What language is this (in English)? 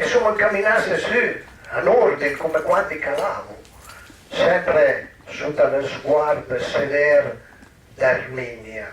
Piedmontese